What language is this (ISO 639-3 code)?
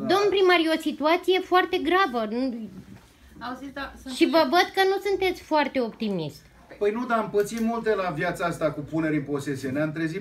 ron